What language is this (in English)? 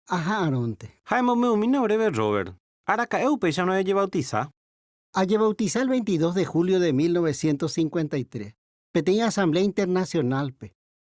Guarani